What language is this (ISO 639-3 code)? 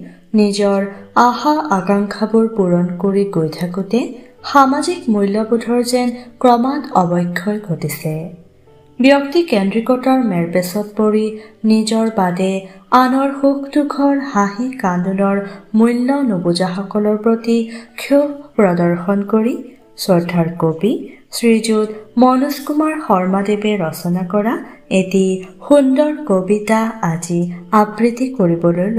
asm